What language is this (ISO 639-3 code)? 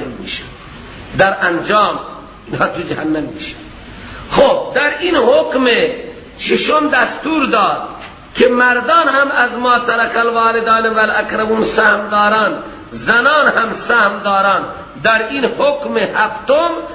fas